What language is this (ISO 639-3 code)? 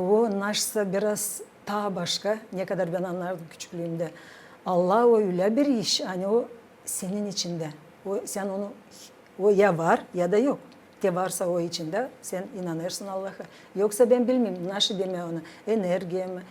gag